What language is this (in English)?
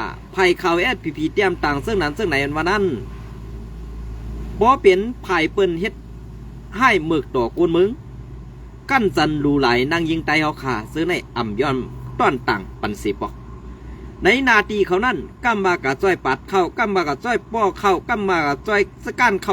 Shan